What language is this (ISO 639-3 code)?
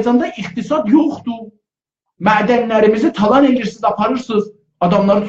azb